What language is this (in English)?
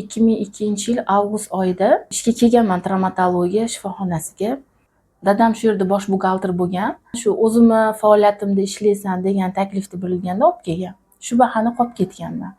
Uzbek